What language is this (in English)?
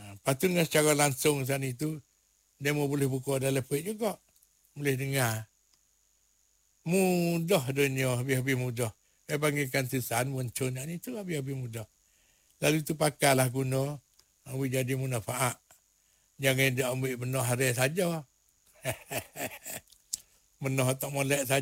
Malay